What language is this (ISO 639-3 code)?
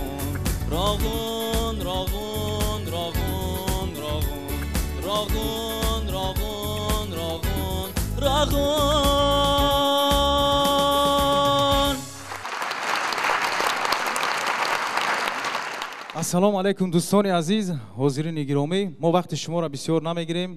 fas